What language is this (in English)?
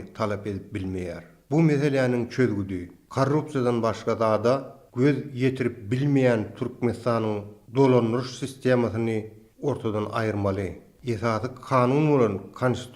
Turkmen